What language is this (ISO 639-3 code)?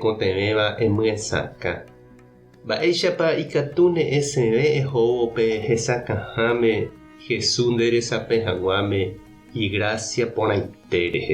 grn